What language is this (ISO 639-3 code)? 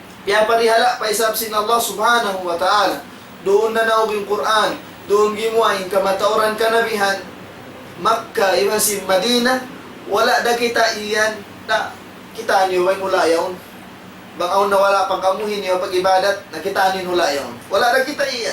tsg